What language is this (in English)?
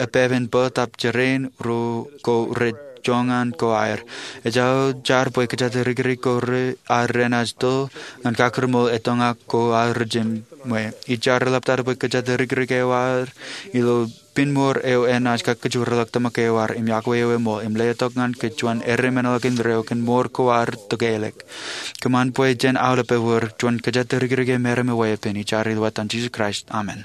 Marshallese